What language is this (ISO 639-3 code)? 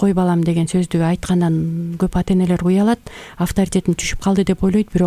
kir